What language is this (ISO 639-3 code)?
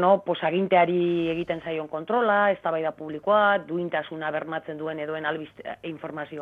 eus